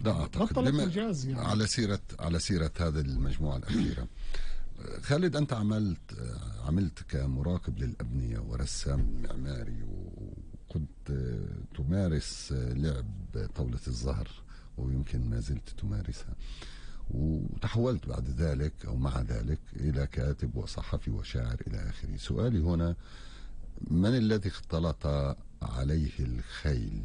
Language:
North Levantine Arabic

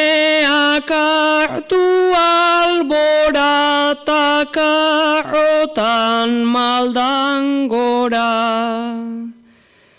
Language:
Basque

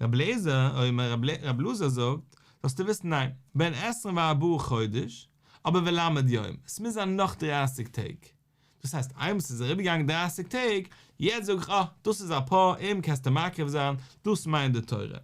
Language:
Yiddish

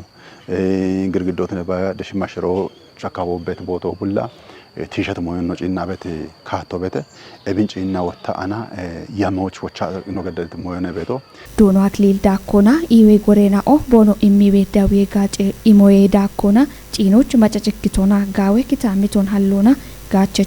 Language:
Kafa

